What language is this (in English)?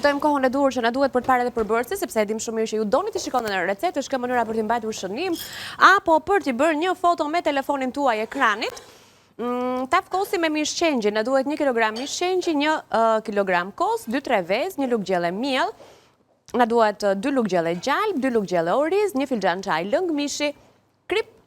Albanian